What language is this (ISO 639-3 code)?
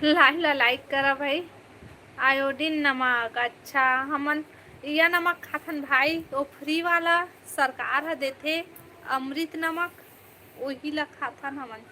hne